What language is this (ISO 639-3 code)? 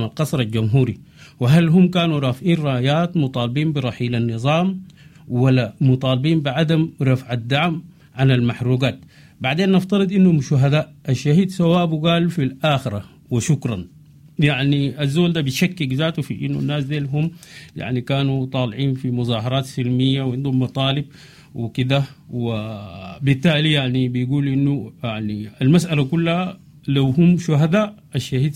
apd